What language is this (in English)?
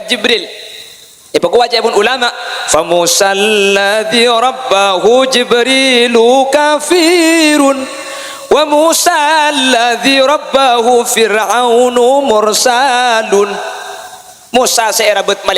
Madurese